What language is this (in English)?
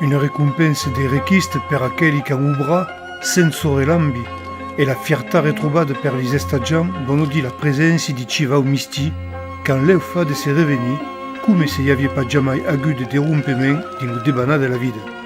Occitan